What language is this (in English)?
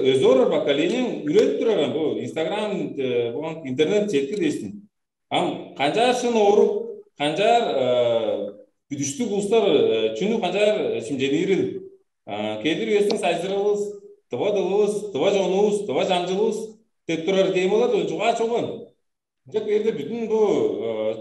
Tuvinian